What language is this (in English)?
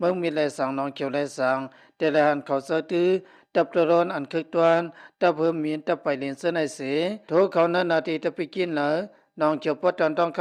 Shan